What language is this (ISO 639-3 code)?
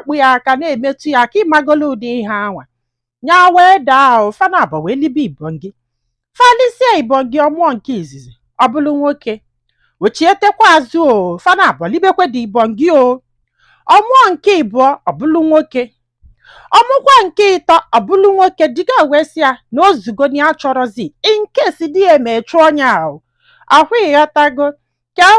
ibo